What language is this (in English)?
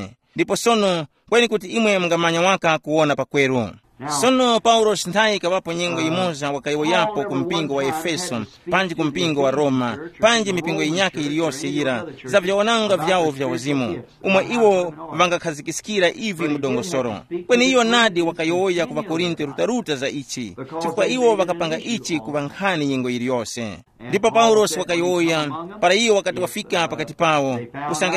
Tumbuka